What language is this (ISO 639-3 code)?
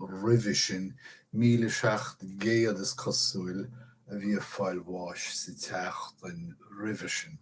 gle